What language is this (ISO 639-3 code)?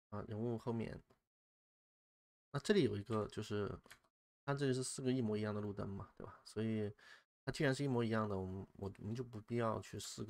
zho